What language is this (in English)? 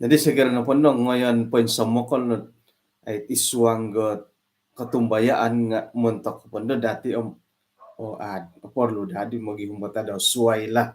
Central Dusun